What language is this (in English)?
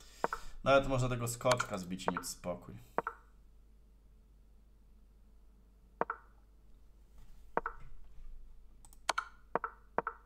Polish